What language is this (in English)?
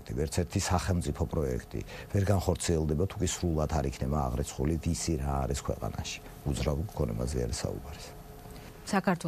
Georgian